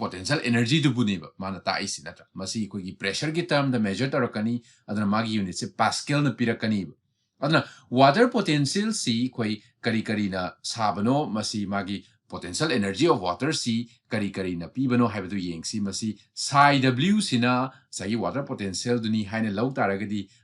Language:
Manipuri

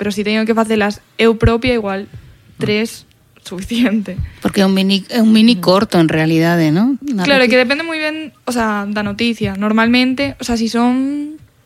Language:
Galician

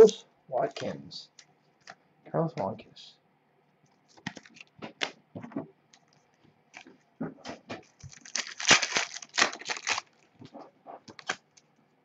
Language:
English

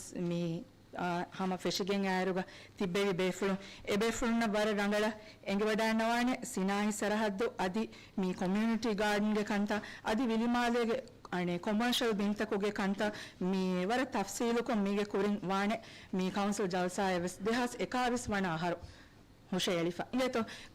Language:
Divehi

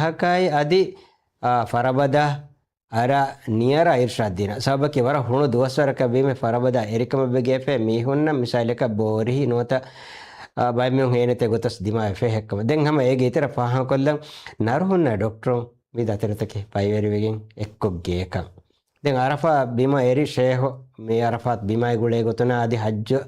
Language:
Divehi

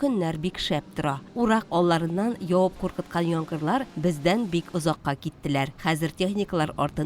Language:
Tatar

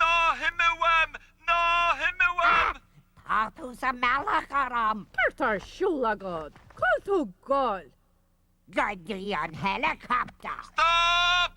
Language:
Irish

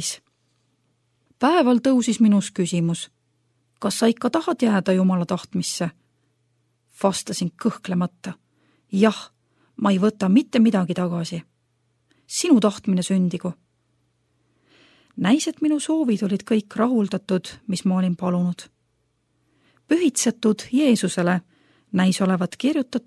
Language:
Estonian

